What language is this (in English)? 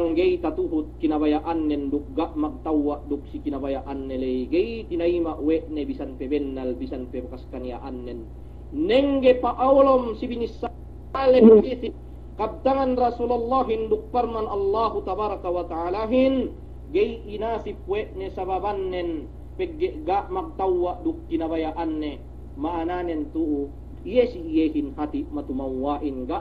Yakan